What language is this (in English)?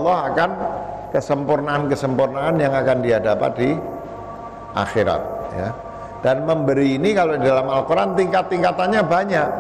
Indonesian